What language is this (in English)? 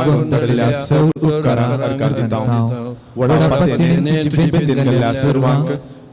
Konkani